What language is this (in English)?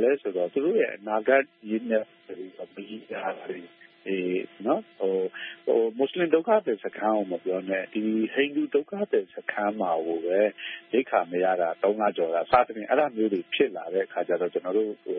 Burmese